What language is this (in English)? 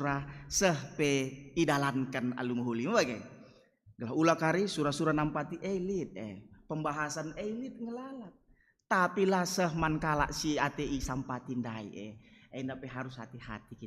Batak Karo